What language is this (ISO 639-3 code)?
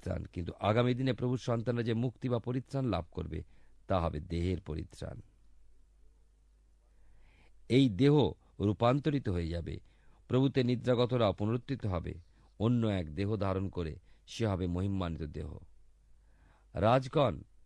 ben